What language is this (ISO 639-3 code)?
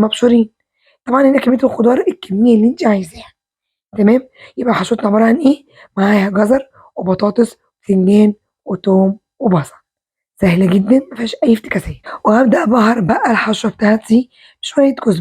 arz